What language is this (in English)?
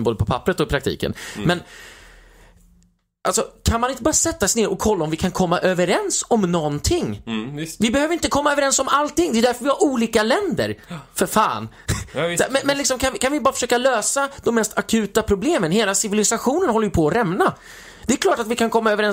Swedish